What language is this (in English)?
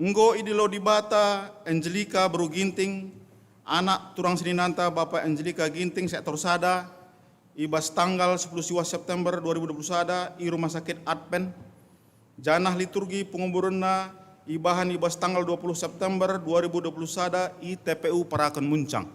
Batak Karo